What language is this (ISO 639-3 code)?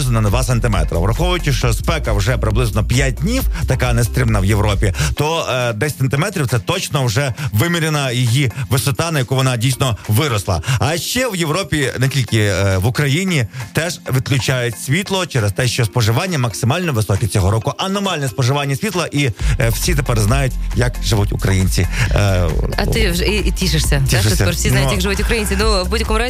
ukr